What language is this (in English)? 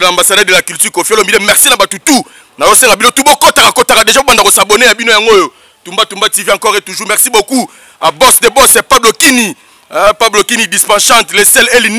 Lingala